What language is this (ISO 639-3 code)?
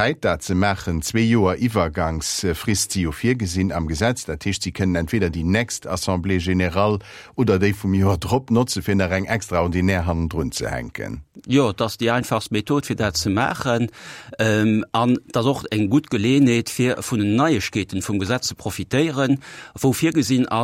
ltz